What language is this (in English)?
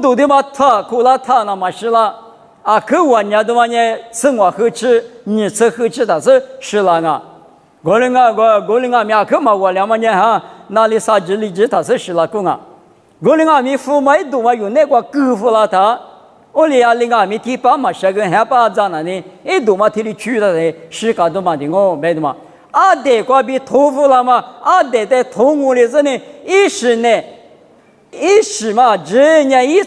Lisu